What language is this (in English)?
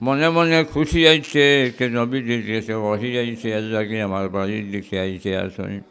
Sylheti